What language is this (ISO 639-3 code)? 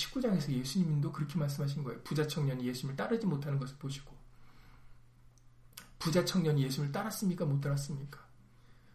kor